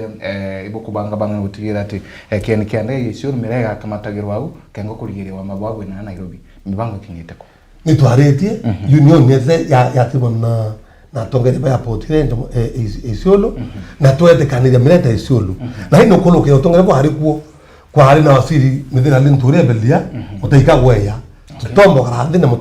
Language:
Meru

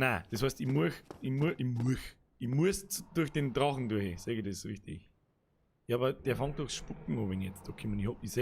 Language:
Bavarian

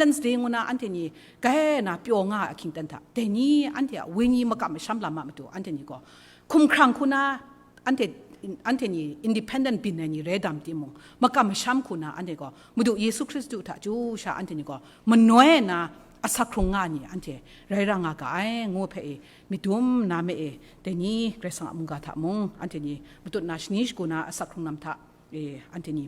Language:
Kachin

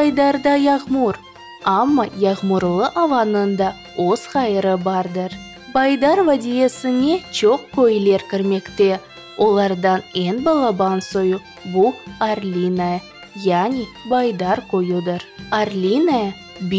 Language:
Crimean Tatar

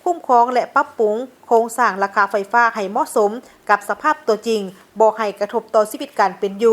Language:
Lao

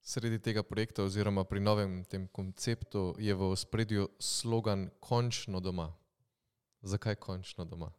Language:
Slovenian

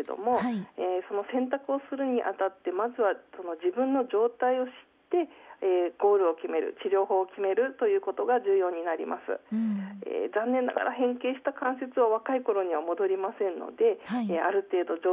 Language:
Japanese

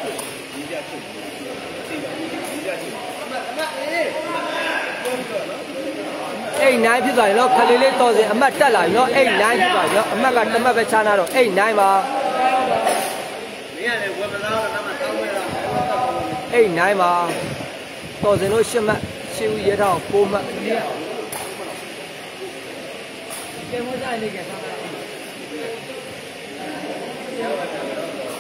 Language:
Burmese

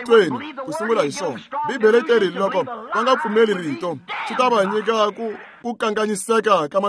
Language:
Tsonga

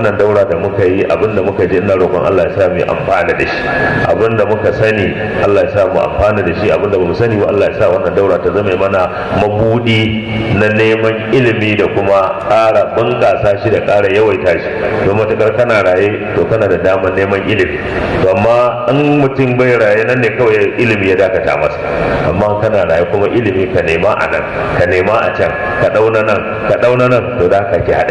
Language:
Hausa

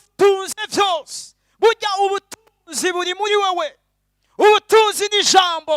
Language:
Rundi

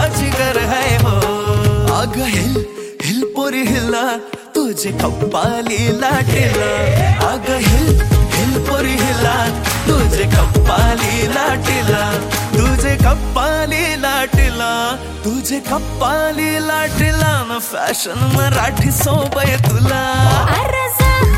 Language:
Marathi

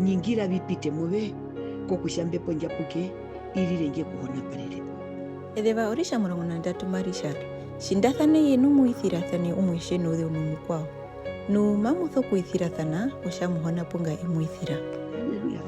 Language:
Herero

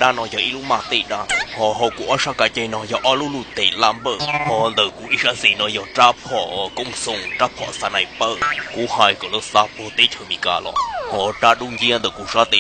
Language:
Hmong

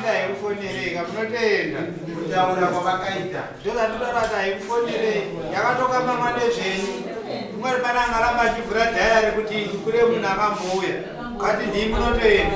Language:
Shona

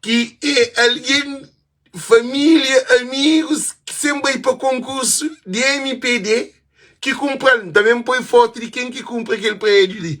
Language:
Kabuverdianu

